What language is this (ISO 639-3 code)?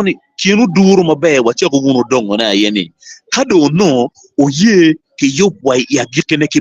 ach